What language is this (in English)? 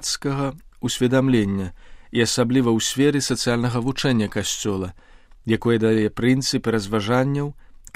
Belarusian